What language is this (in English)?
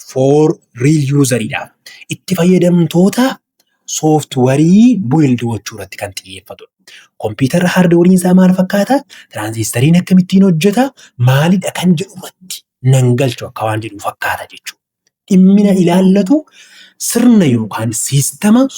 Oromo